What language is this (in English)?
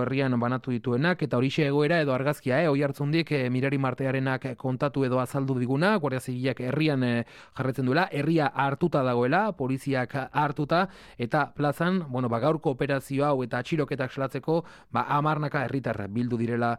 Basque